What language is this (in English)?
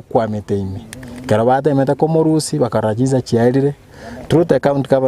Gusii